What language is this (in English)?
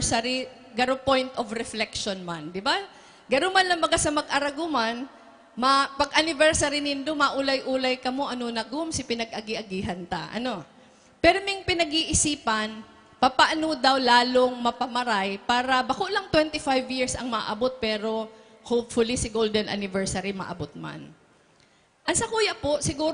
Bikol